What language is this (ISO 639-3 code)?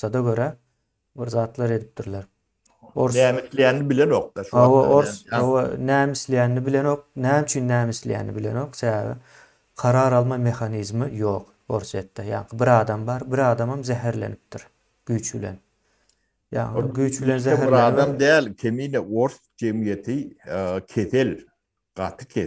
tuk